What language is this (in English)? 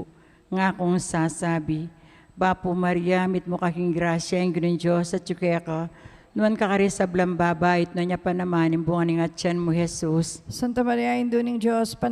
Pampanga